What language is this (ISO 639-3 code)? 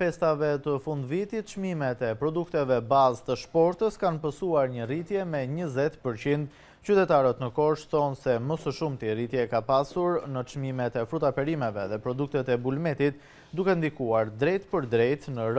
sqi